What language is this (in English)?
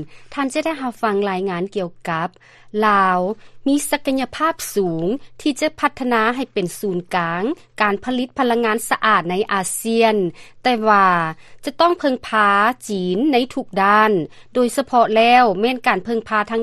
Lao